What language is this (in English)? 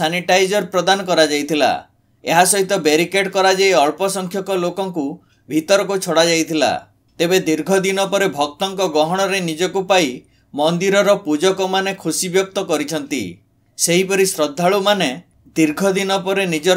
Odia